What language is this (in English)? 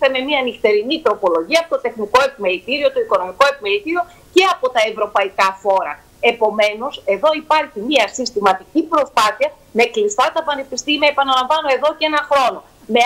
Greek